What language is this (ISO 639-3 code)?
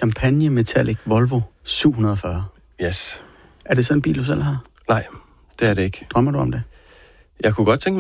dan